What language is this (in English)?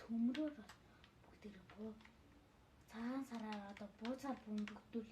Mongolian